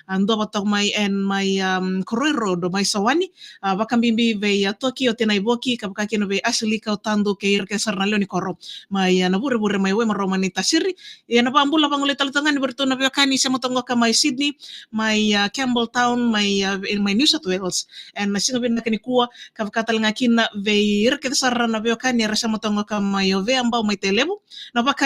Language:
Fijian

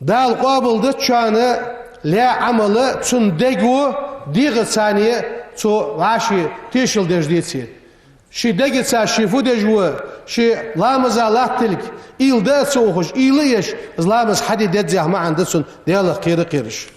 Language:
Ingush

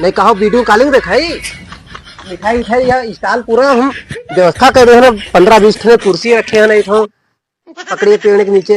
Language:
Awadhi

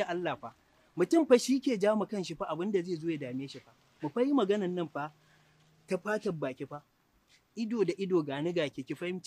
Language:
Hausa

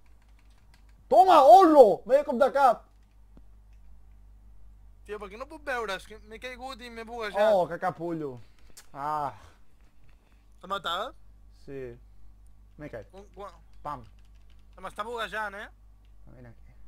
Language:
Catalan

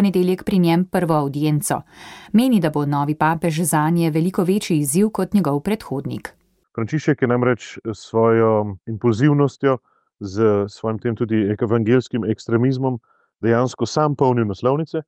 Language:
Slovenian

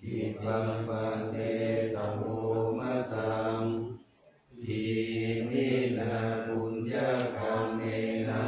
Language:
Pali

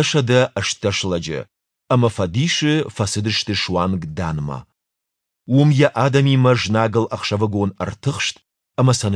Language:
Ossetic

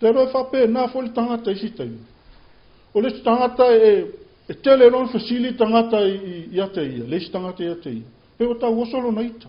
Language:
Samoan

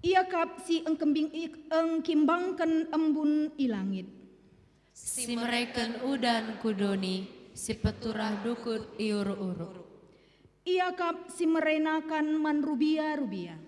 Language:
Batak Karo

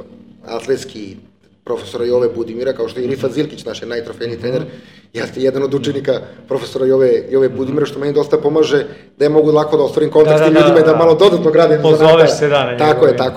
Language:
Serbian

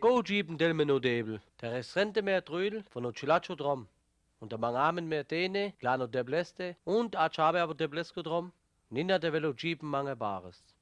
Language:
Sinte Romani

